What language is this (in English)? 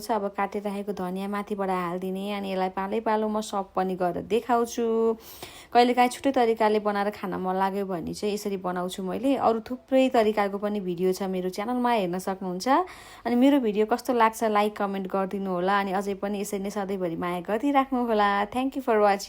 Nepali